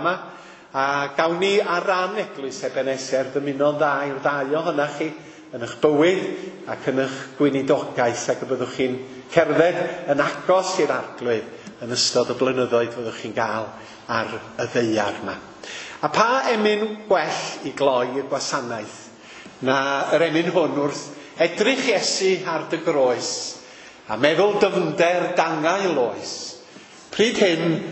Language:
Welsh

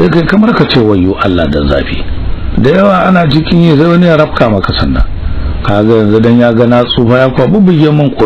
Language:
Hausa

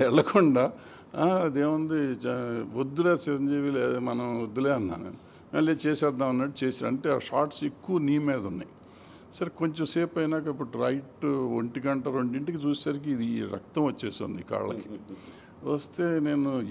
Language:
Telugu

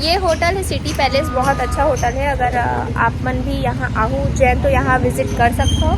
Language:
Chhattisgarhi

